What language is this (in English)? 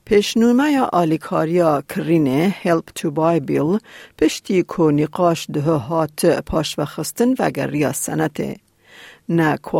Kurdish